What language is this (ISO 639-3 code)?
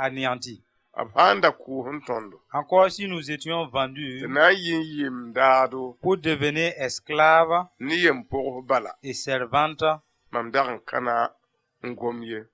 mos